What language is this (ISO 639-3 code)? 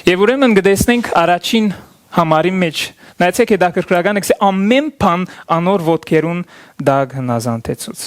hyw